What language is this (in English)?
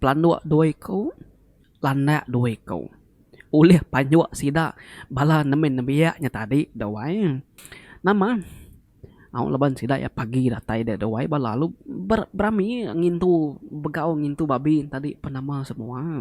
Iban